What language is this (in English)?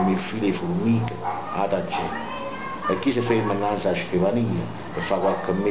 Neapolitan